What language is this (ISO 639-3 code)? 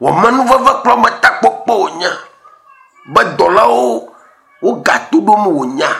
ewe